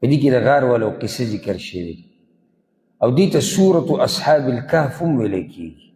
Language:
Pashto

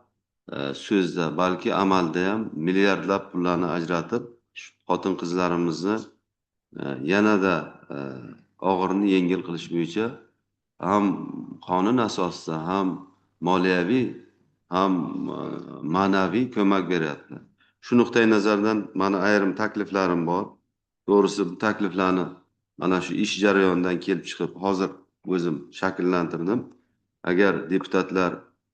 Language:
Uzbek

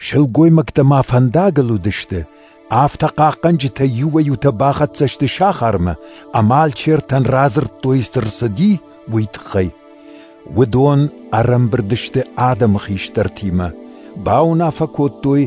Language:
Ossetic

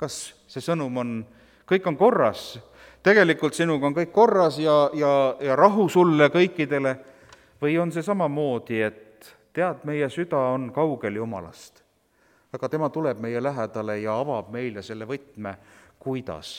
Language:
Estonian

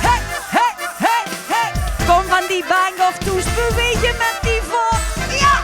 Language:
Limburgish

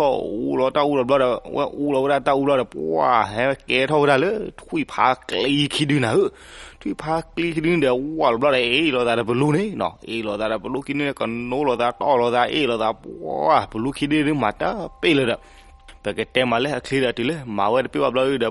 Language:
S'gaw Karen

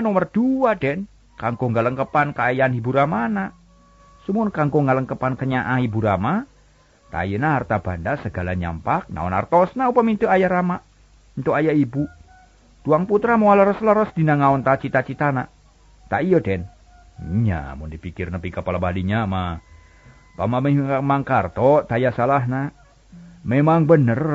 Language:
Sundanese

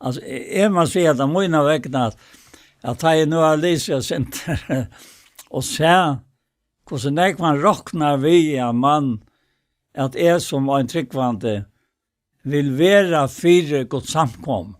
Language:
Faroese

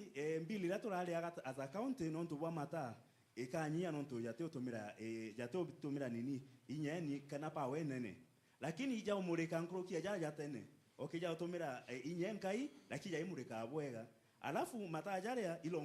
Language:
Meru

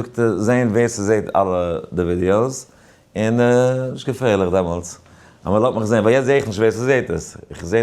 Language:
Yiddish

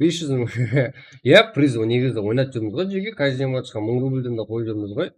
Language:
Kara-Kalpak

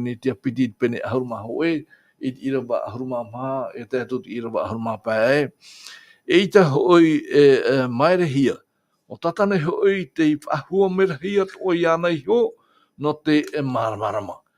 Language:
Tahitian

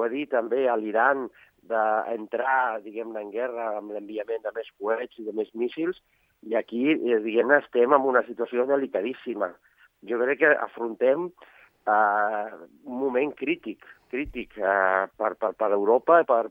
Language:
Catalan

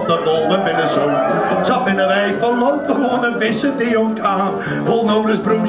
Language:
Western Frisian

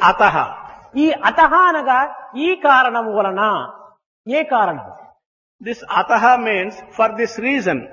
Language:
Telugu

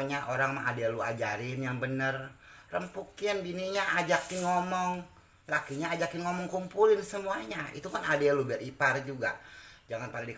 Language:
Betawi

